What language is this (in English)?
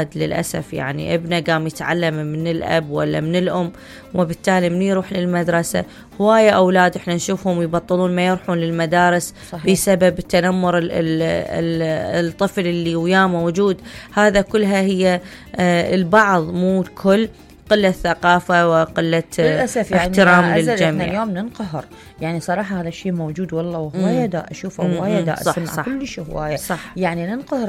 Mesopotamian Arabic